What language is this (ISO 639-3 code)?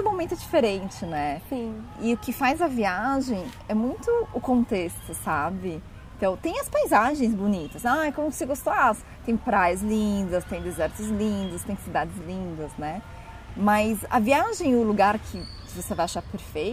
por